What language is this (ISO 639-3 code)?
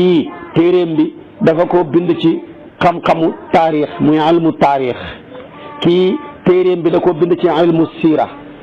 wol